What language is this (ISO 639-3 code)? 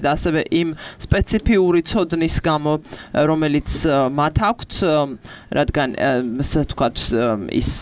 kat